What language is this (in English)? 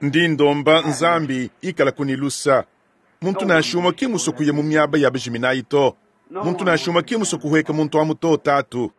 Luba-Lulua